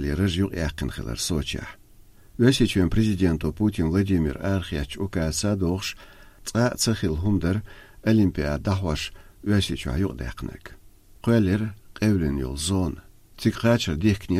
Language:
Chechen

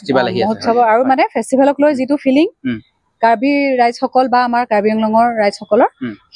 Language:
Assamese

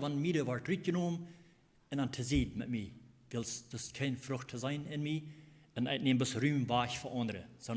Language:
Plautdietsch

